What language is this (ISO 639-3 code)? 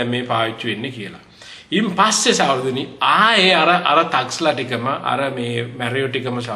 sin